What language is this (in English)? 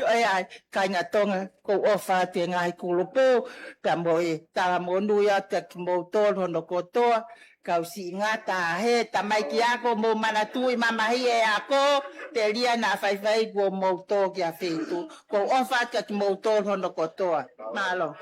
Tongan